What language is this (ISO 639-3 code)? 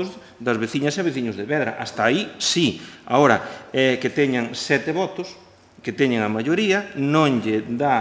glg